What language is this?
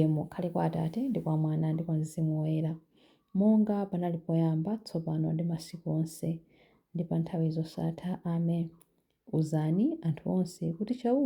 Nyanja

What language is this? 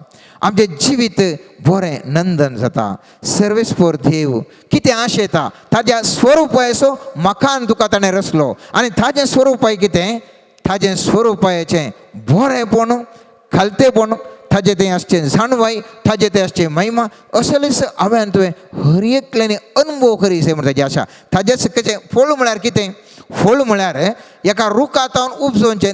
Konkani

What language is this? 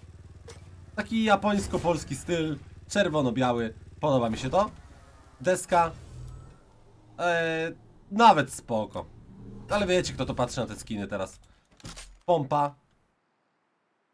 Polish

